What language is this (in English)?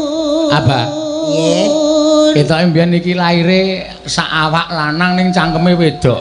Javanese